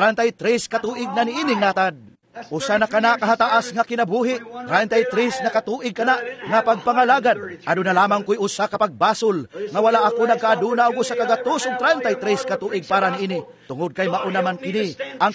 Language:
Cebuano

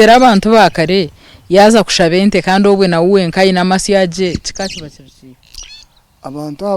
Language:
Nyankole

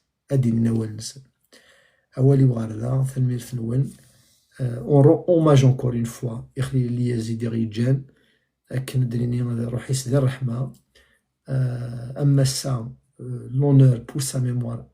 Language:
Kabyle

